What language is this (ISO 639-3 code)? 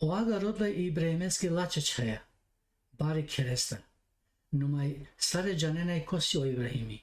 rmn